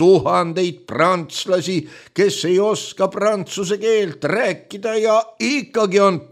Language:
Estonian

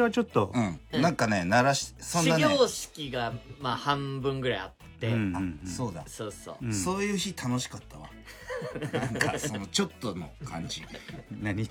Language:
Japanese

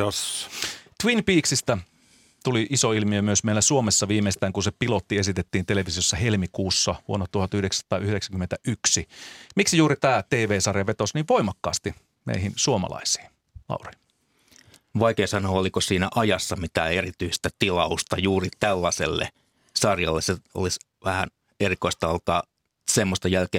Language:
Finnish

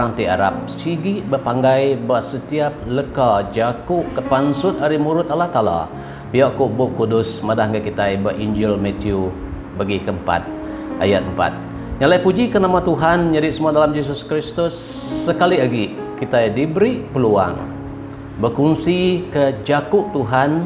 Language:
Iban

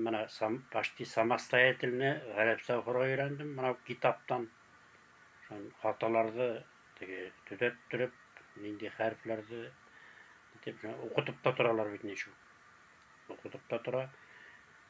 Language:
Bashkir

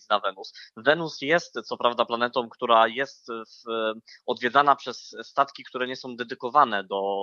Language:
Polish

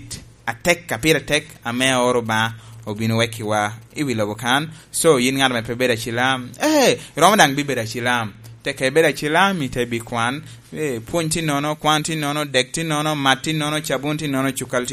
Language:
Lango (Uganda)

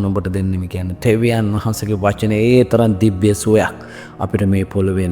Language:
Sinhala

